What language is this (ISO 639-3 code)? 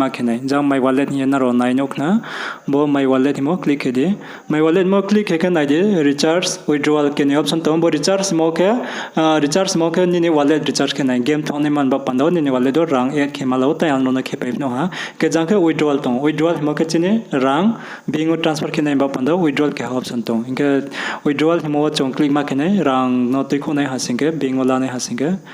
ria